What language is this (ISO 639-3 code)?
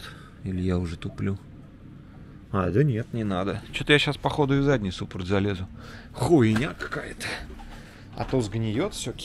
rus